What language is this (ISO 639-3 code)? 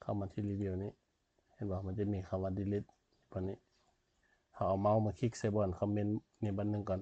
lao